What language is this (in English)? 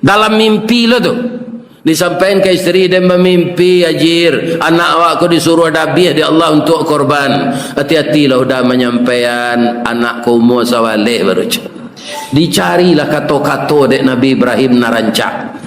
Minangkabau